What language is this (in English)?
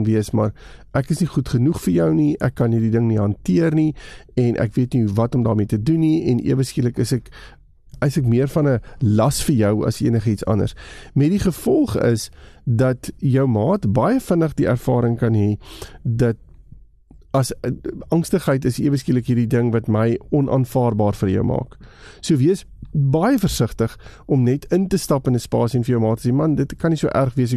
Afrikaans